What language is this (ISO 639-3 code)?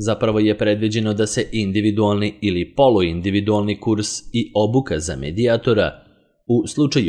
srp